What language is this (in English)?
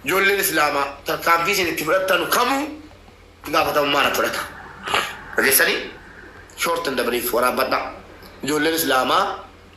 Oromo